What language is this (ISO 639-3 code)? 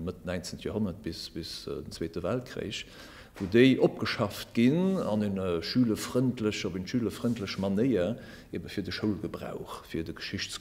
ltz